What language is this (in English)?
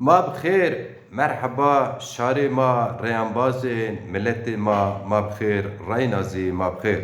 Zaza